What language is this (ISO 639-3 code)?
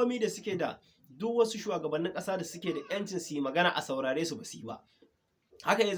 hau